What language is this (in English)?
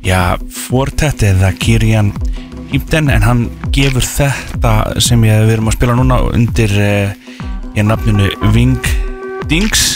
Icelandic